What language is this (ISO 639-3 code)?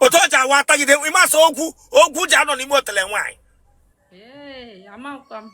ibo